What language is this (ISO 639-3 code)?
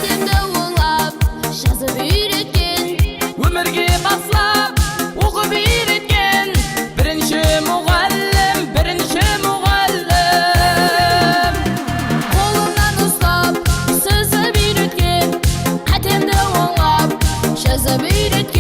kaa